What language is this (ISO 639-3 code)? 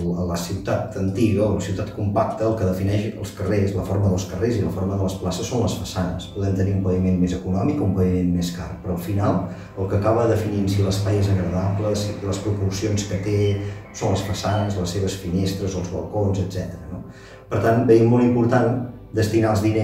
cat